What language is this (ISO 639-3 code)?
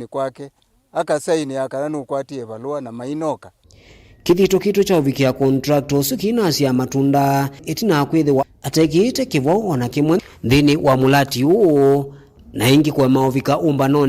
kam